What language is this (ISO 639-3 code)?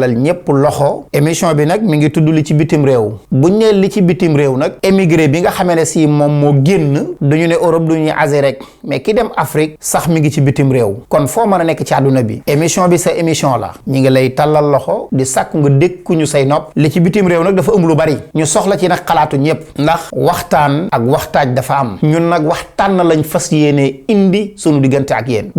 wol